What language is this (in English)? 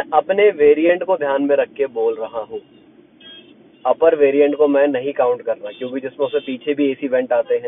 Hindi